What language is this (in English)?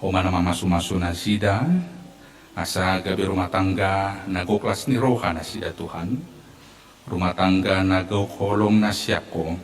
Batak Toba